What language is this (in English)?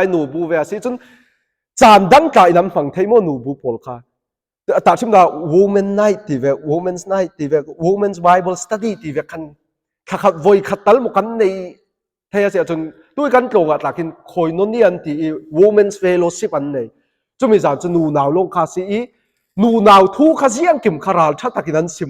Falam Chin